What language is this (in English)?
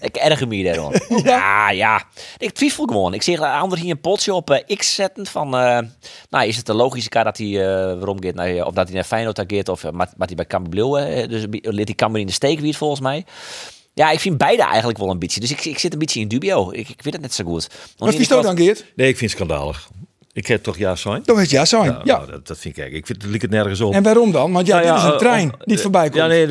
Western Frisian